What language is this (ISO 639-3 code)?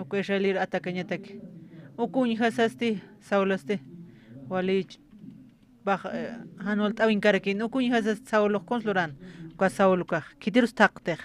aym